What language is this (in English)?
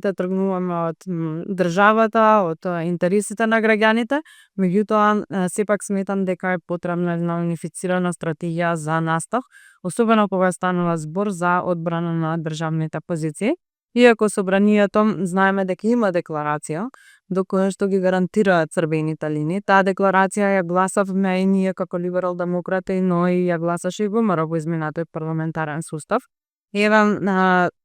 Macedonian